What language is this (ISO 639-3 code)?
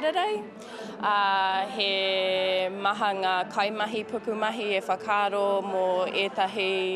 mri